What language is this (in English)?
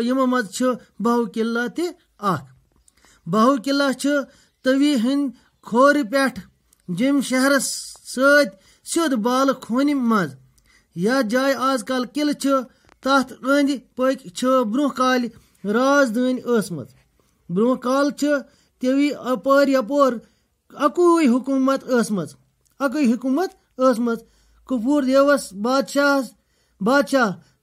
Kashmiri